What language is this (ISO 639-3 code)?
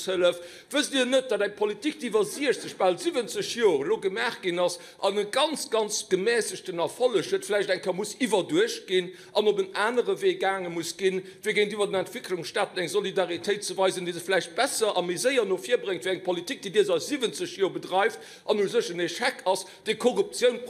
ltz